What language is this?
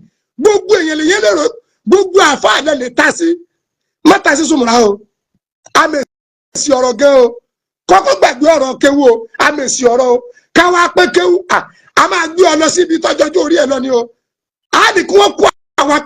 Yoruba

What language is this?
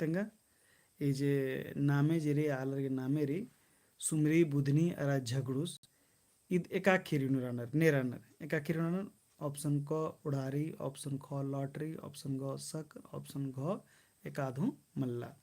Kurukh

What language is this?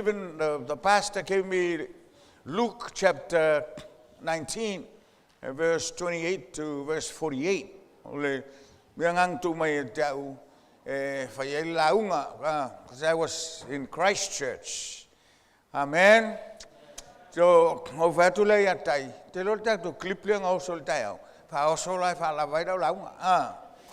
Samoan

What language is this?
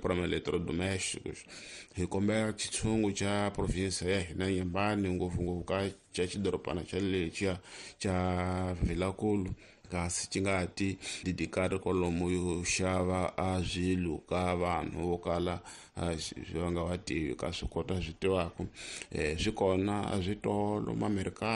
Tsonga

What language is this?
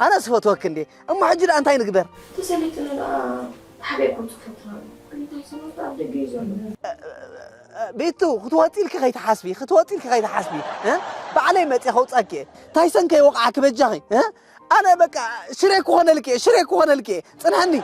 Tigrinya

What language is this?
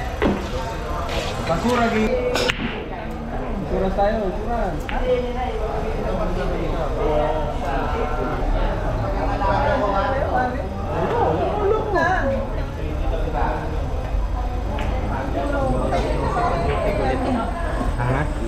Filipino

